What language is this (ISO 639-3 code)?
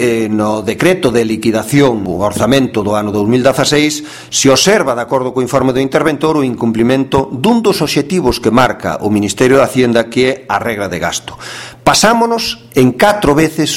glg